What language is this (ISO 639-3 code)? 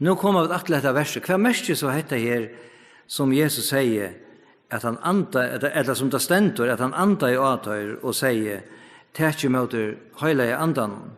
fao